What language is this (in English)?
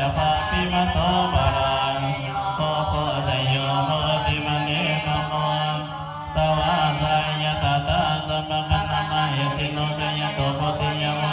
Pali